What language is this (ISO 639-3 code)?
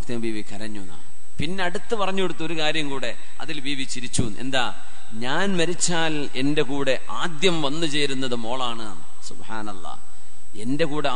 mal